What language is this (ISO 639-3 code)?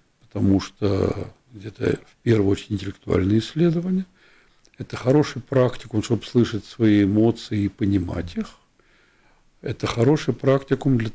rus